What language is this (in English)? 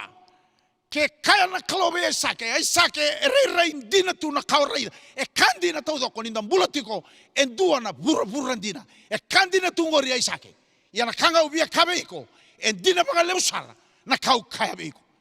Fijian